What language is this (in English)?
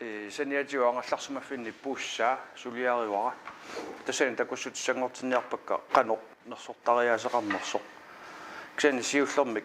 Kalaallisut